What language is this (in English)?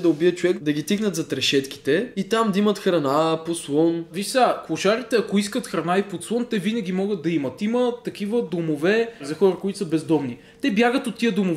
Bulgarian